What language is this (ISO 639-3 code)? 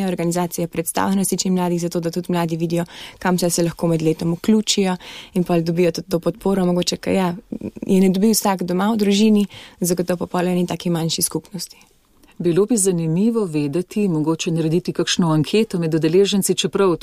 slv